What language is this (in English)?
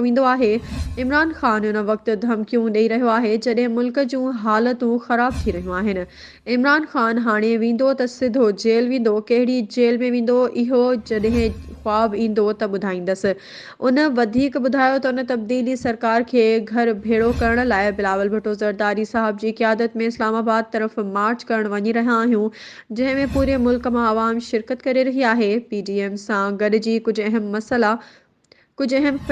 Sindhi